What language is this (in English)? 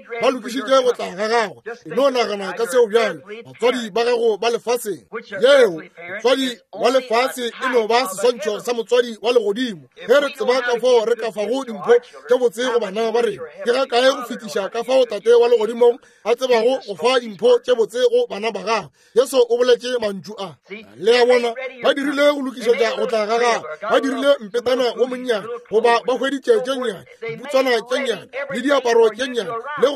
Northern Sotho